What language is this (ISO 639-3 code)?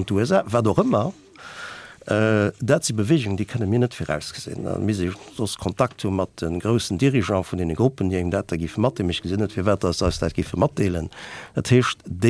ltz